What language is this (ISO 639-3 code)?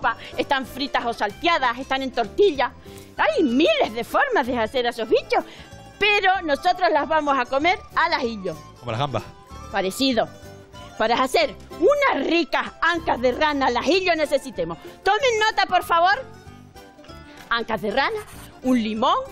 spa